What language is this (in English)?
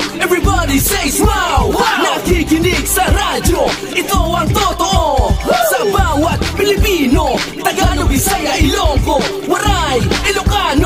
Hiligaynon